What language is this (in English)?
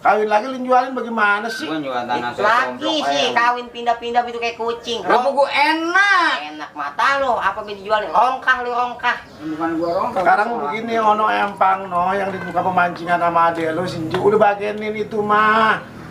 Betawi